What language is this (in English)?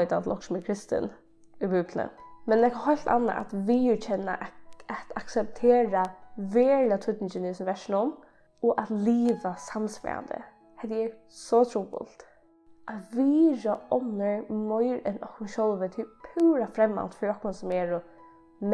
Faroese